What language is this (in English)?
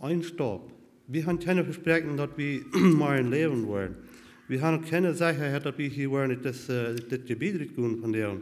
Plautdietsch